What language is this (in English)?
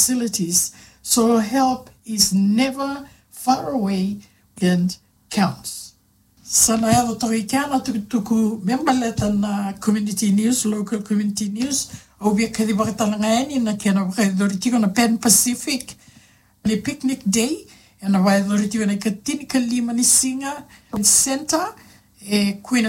Fijian